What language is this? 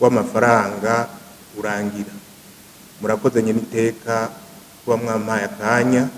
Rundi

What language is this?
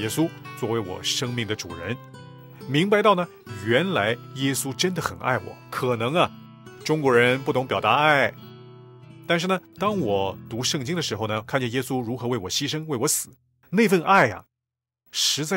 Chinese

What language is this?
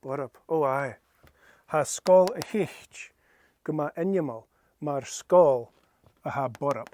Scottish Gaelic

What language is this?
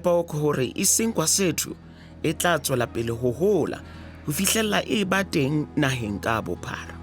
Southern Sotho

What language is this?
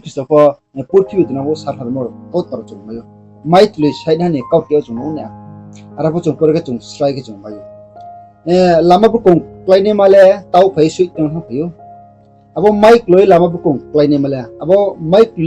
Riang (India)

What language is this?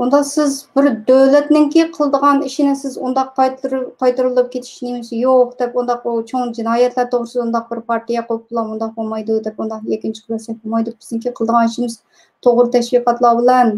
Uyghur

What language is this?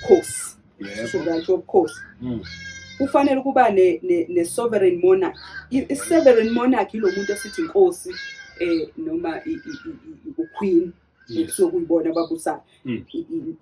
Zulu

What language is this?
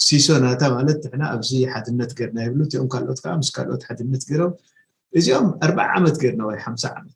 Tigrinya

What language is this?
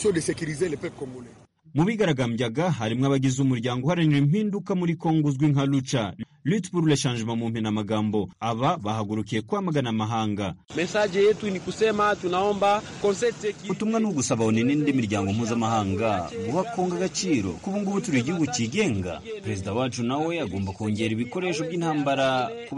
Kinyarwanda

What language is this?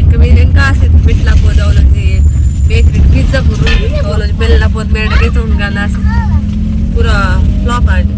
Tulu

